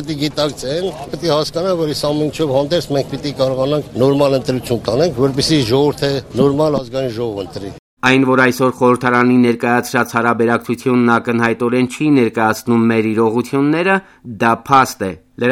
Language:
Armenian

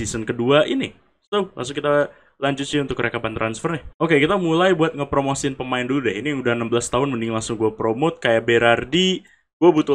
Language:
Indonesian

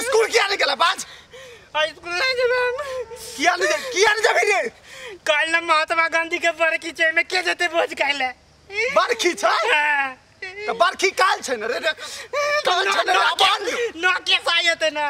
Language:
Maithili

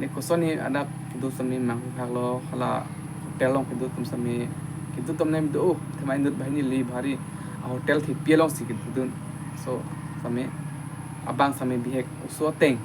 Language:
Karbi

